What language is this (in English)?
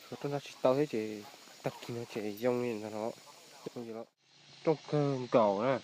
Hmong